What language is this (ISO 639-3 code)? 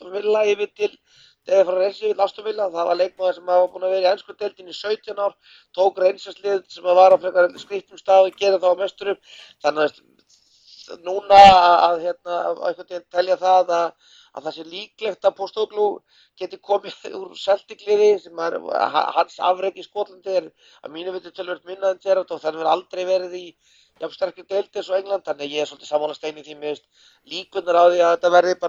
isl